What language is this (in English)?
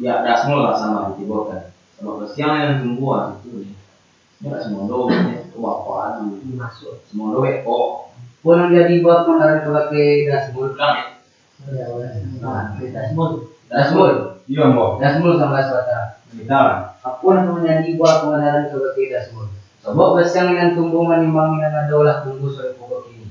Minangkabau